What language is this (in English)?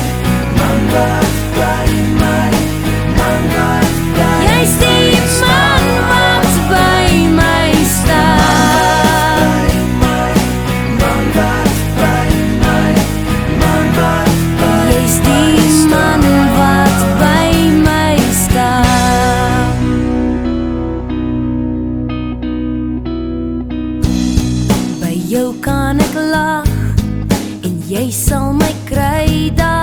Afrikaans